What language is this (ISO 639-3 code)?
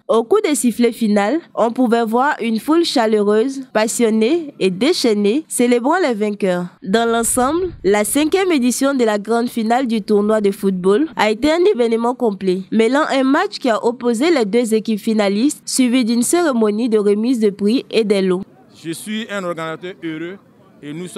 fra